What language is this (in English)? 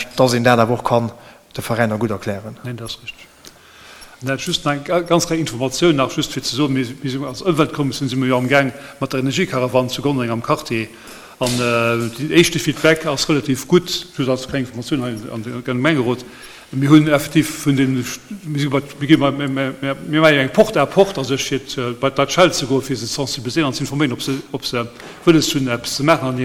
Luxembourgish